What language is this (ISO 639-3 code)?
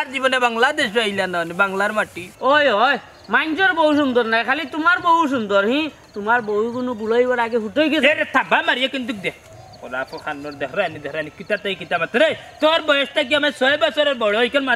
syl